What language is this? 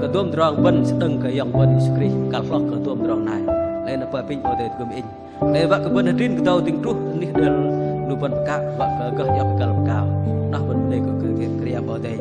Bahnar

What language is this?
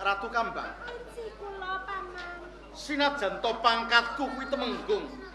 Javanese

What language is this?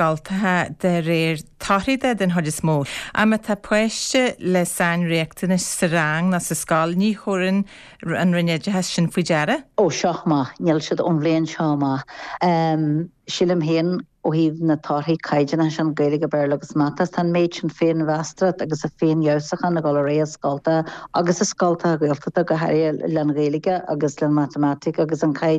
Irish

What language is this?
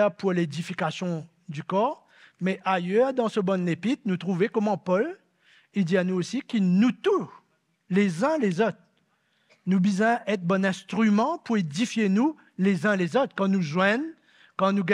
Morisyen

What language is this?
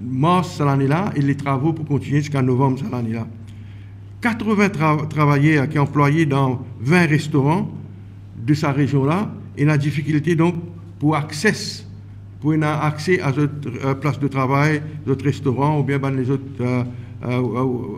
Morisyen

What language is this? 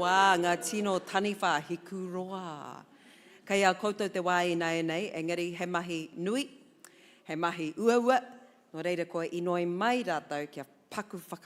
Māori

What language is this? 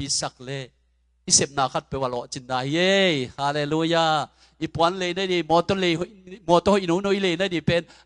Tedim Chin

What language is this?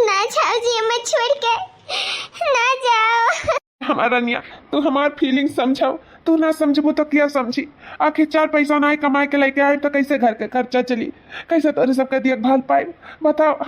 Awadhi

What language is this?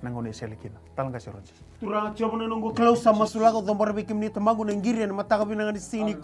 Fijian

